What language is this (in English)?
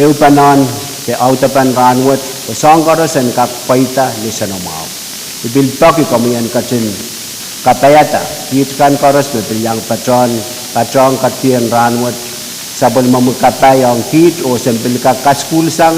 Pohnpeian